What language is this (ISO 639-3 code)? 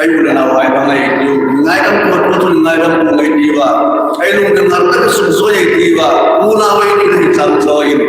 hmr